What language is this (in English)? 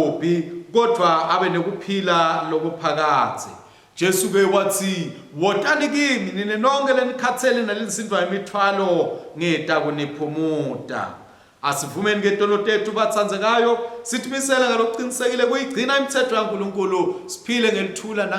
Swati